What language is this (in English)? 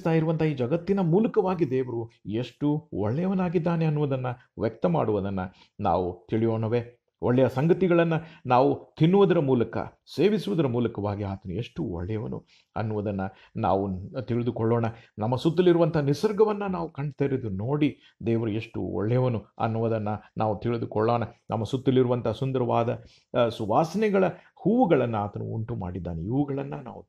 Kannada